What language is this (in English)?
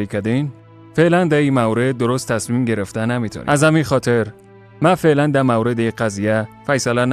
Persian